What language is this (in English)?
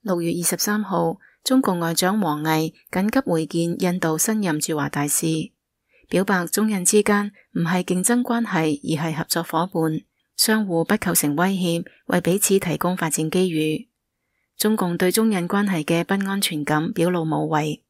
Cantonese